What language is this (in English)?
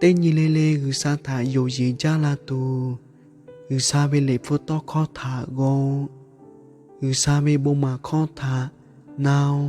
Lahu